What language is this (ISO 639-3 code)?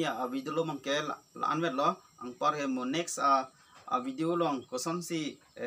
mjw